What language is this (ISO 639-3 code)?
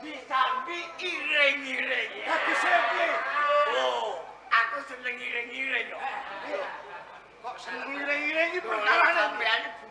jav